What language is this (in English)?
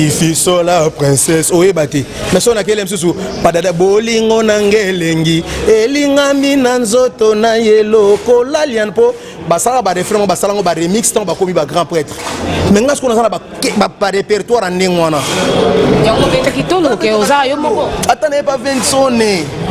Lingala